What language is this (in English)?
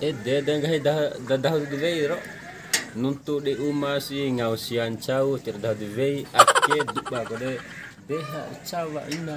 Bima